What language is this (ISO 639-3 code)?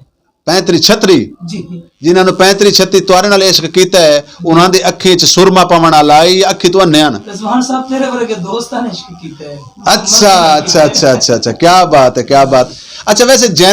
skr